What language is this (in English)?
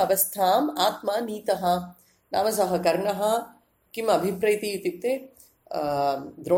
Sanskrit